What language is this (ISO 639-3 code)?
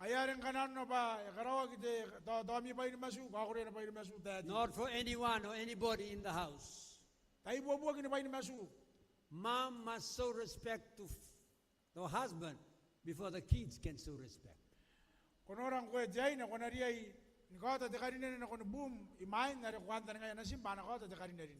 gil